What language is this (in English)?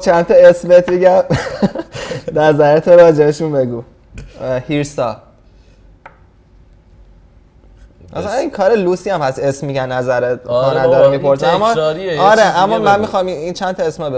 Persian